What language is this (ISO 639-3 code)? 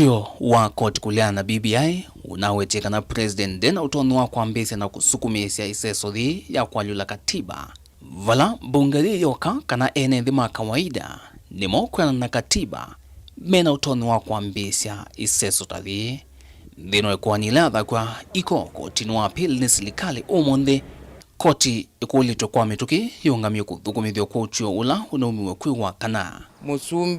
kam